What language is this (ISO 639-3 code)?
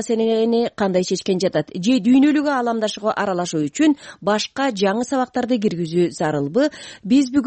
kir